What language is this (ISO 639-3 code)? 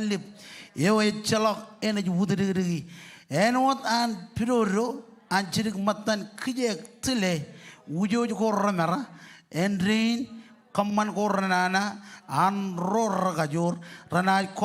mah